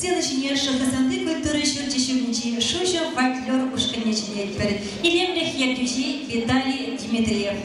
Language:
Chuvash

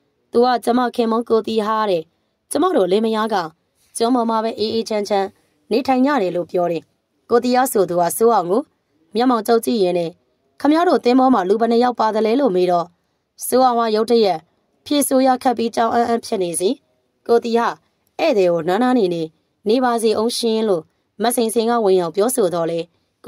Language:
Burmese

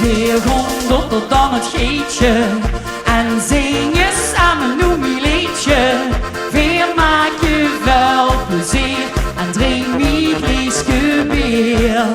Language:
Limburgish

